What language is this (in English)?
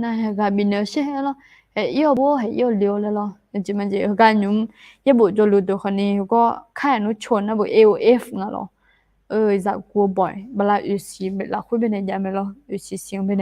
Akha